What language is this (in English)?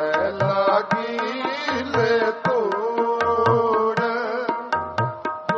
Punjabi